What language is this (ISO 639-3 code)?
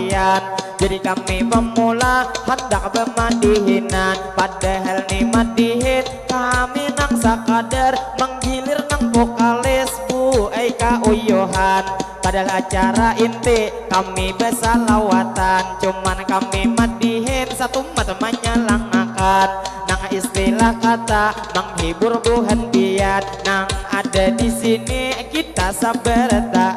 bjn